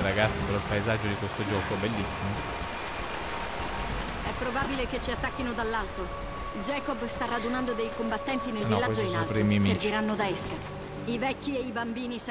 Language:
Italian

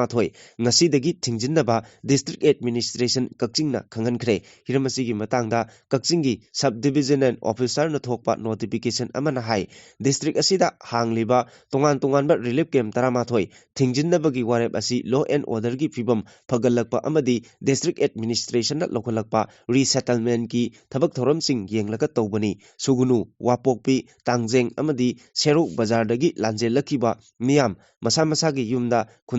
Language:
Manipuri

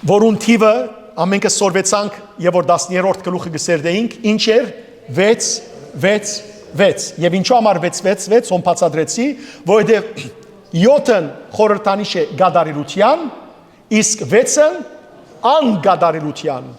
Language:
Western Armenian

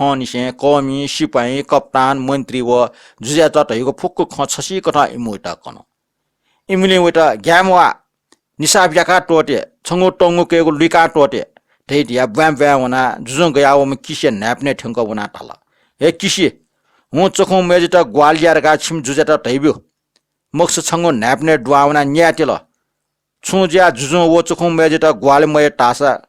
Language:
Newari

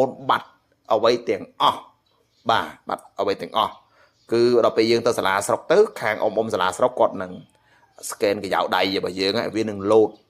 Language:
Khmer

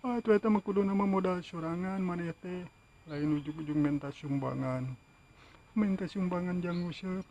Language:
Sundanese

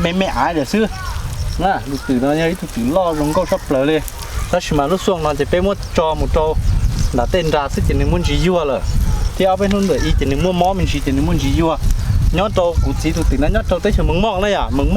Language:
Hmong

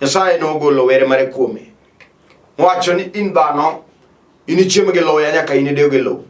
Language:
Luo (Kenya and Tanzania)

